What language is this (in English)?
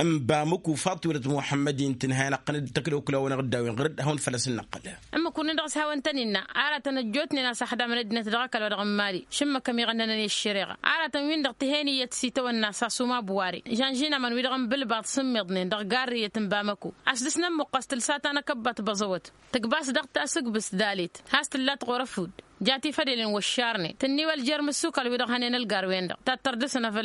Tamasheq